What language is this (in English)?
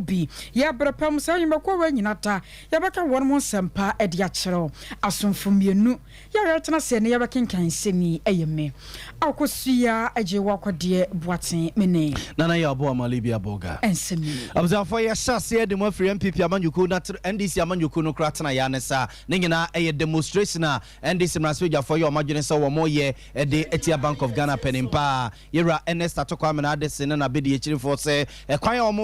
Akan